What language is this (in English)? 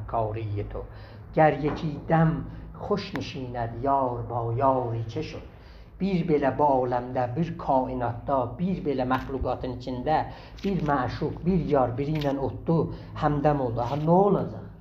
South Azerbaijani